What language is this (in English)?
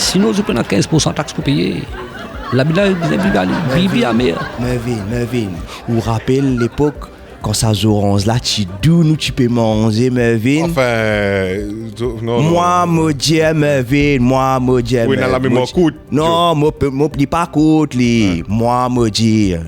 Morisyen